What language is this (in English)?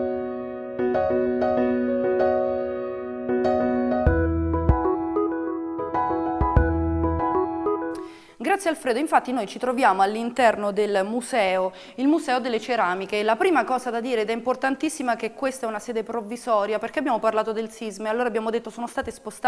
Italian